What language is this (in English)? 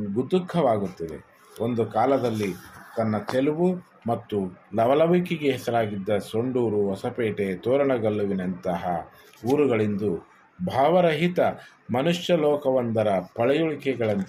Kannada